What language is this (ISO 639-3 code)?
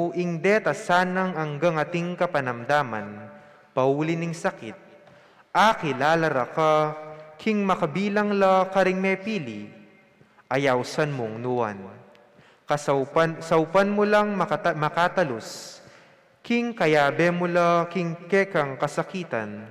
pam